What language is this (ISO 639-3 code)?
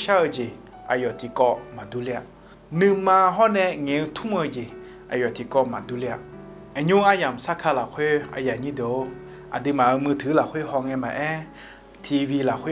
ahk